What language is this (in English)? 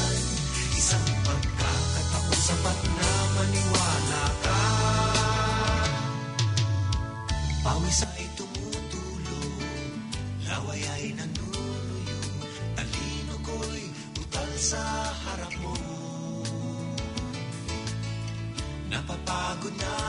Filipino